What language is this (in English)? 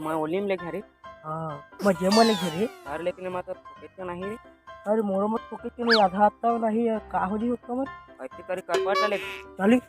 Chhattisgarhi